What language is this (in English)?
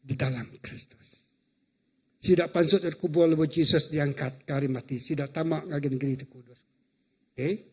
Iban